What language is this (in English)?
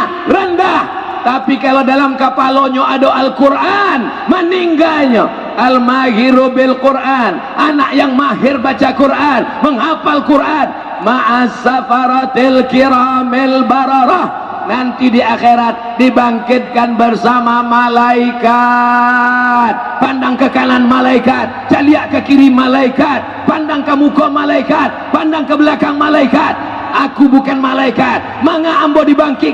Minangkabau